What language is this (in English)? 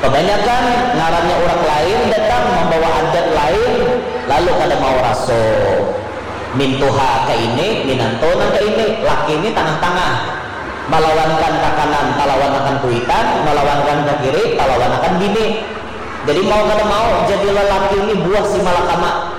Banjar